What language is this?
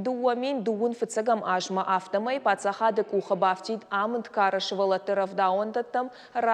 Ossetic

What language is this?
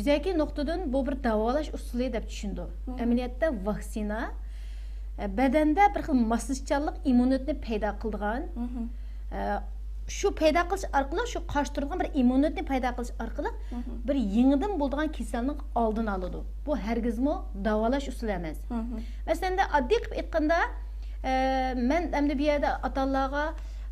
Uyghur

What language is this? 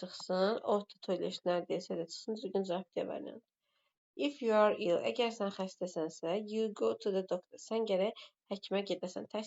Azerbaijani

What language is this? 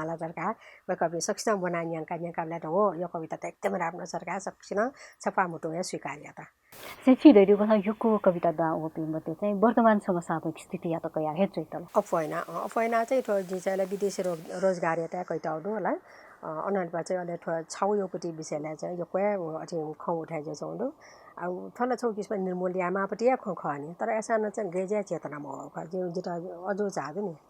Newari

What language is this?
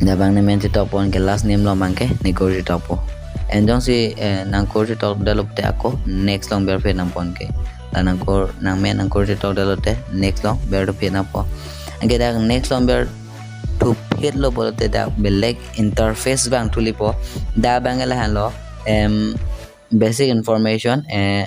Karbi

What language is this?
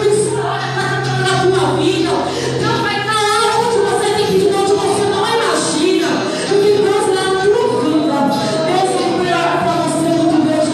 Portuguese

